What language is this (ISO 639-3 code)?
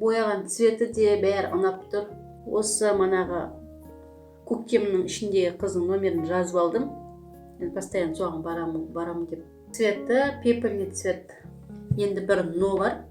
kaz